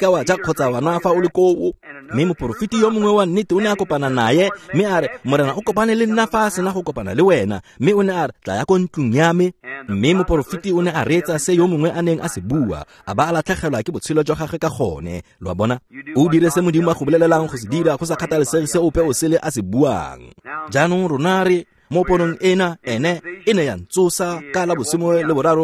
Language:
Tswana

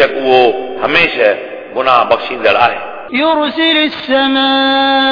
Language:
Sindhi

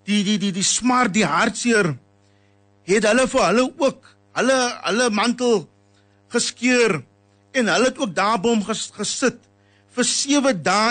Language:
Afrikaans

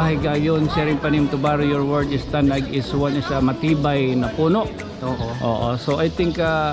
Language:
Waray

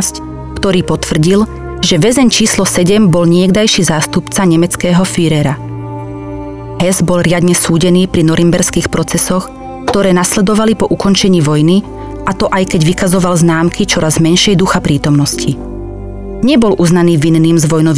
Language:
Slovak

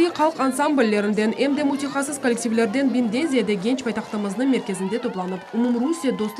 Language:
Crimean Tatar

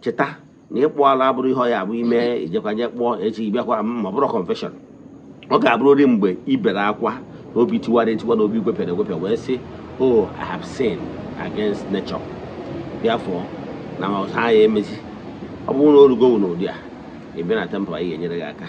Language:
Igbo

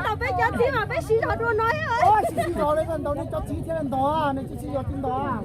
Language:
Hmong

